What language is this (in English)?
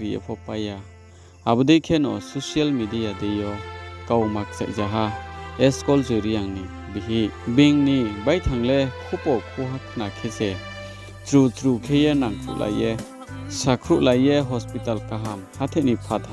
Riang (India)